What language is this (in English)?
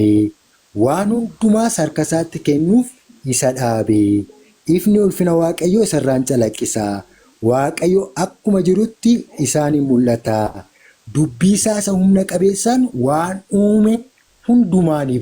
Oromo